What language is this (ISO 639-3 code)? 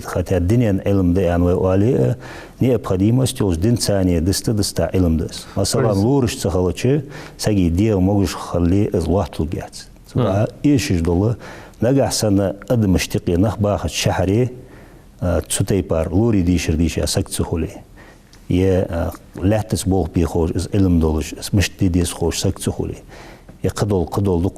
inh